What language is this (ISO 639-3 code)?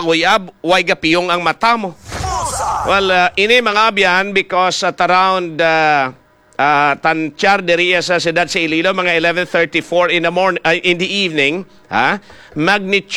hil